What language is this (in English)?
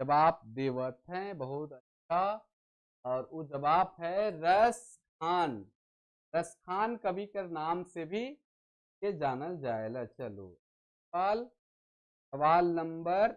Sadri